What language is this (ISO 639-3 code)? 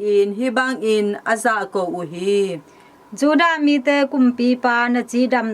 ctd